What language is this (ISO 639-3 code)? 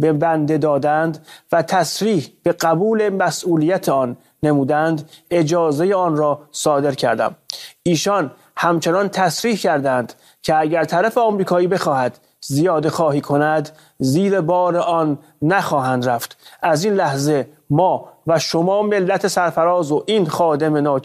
fas